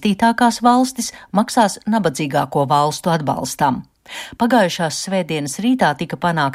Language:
Latvian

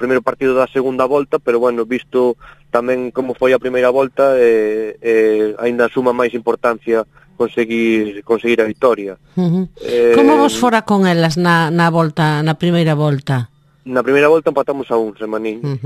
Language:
Galician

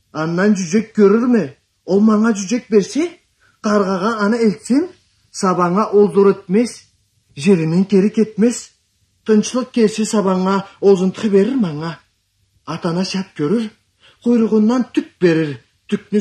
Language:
Karachay-Balkar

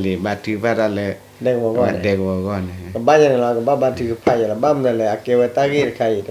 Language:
S'gaw Karen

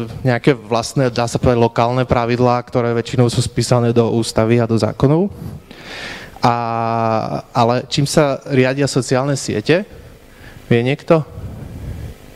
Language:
Slovak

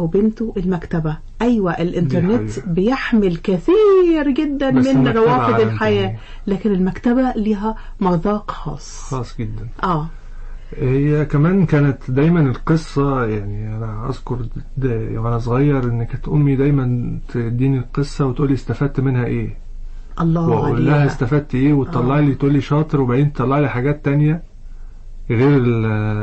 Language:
Egyptian Arabic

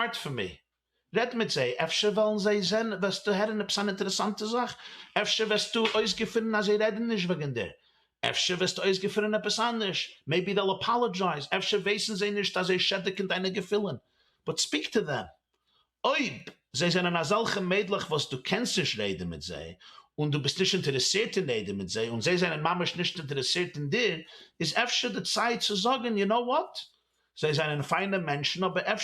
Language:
Yiddish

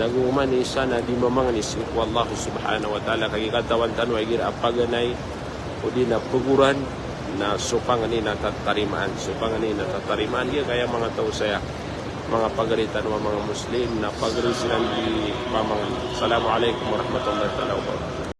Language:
Maranao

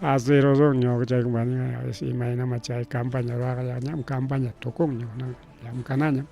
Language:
Ayacucho Quechua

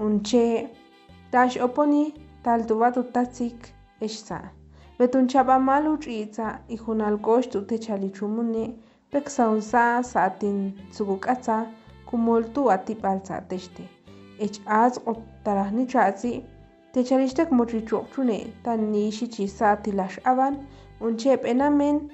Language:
Ixil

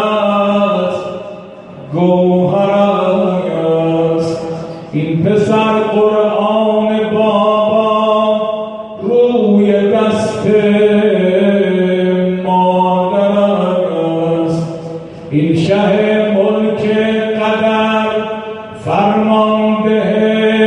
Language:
Persian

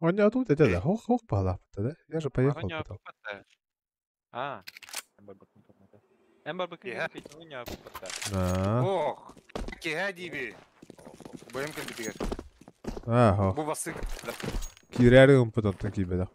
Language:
Yakut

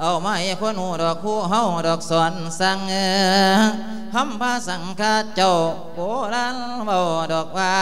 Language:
Lao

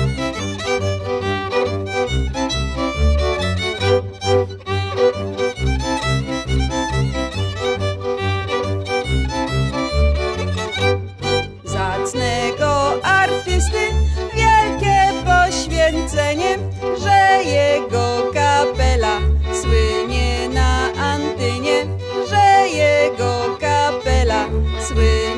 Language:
Polish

